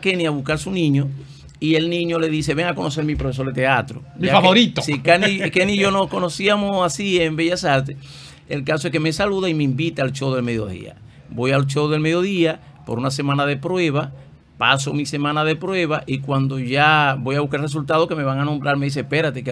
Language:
Spanish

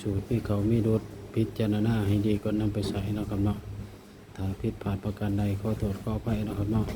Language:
Northeastern Thai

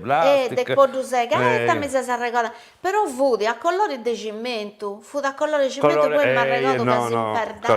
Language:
Sardinian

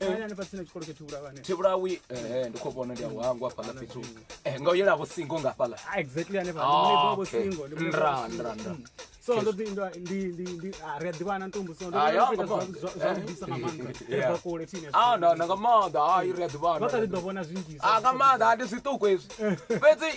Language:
Venda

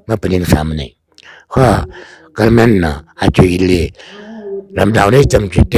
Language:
Tangkhul Naga (India)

